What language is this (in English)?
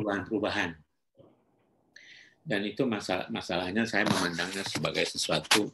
Malay